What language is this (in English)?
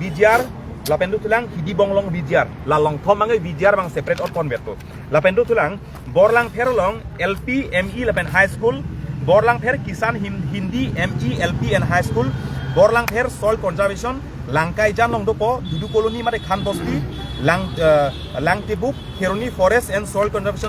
Karbi